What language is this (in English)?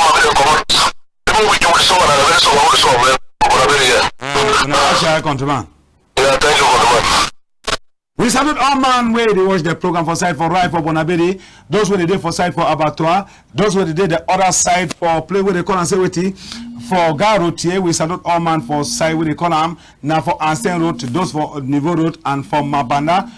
Cameroon Pidgin